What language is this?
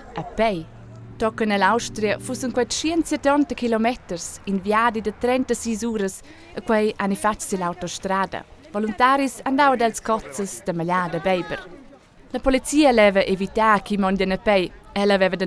Romansh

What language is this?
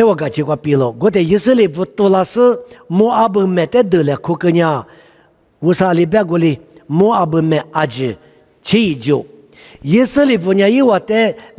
Lisu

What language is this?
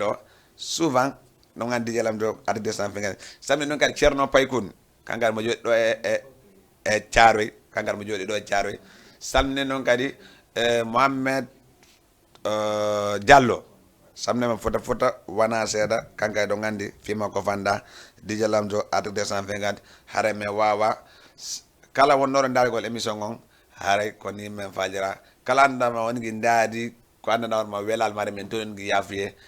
Fula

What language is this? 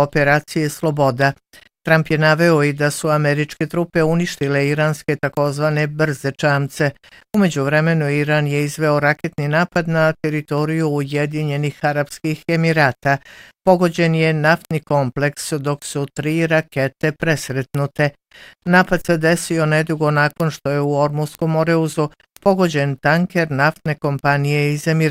Bosnian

